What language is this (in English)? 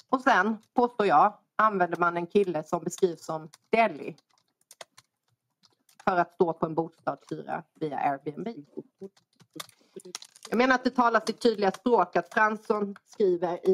Swedish